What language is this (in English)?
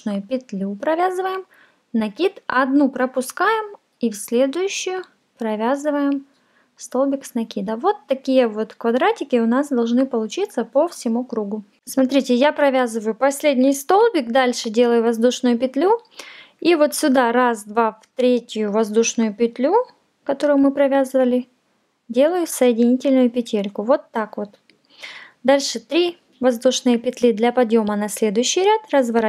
Russian